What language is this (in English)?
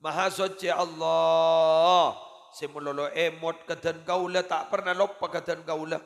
Madurese